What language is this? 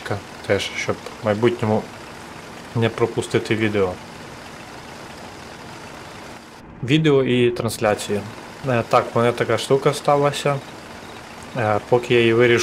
Ukrainian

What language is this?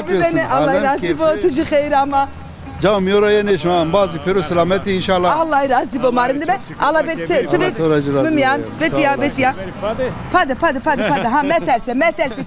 Zaza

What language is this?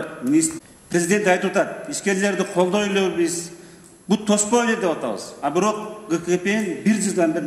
Kyrgyz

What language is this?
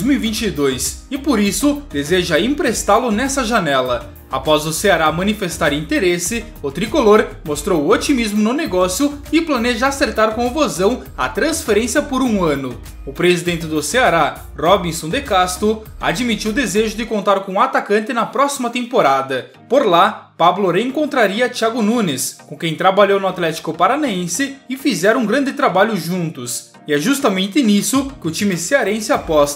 Portuguese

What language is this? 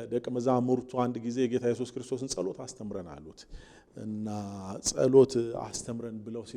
Amharic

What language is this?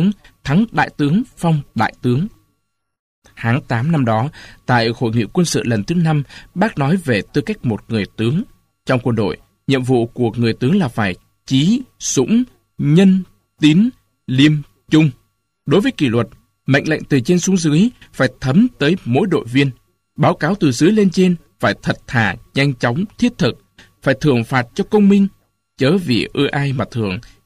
Vietnamese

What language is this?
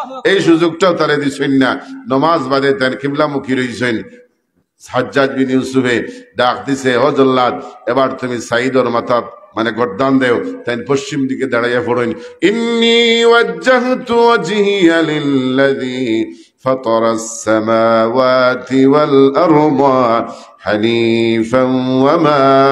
Sylheti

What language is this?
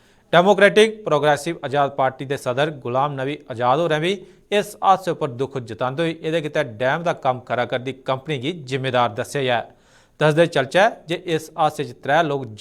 Dogri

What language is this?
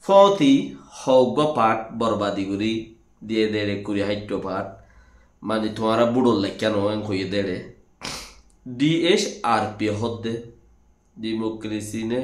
Rohingya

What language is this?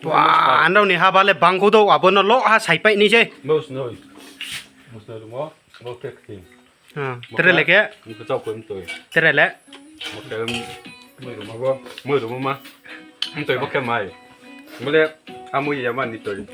Riang (India)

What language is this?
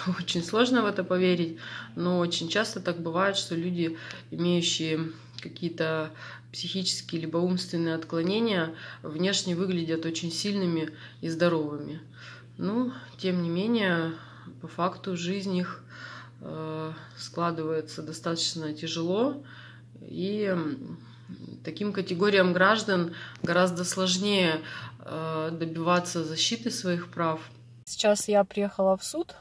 Russian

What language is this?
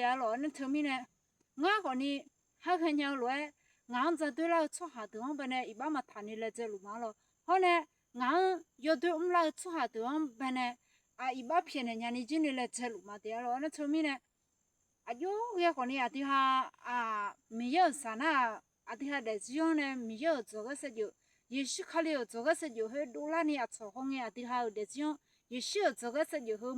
Akha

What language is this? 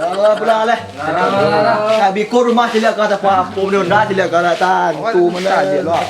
Minangkabau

